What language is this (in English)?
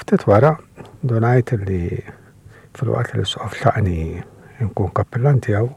Maltese